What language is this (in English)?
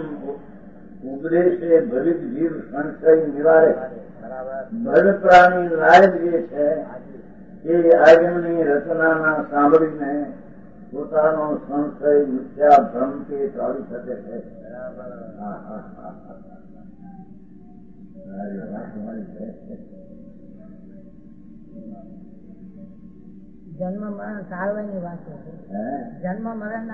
Gujarati